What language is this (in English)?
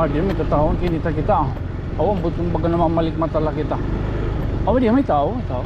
Waray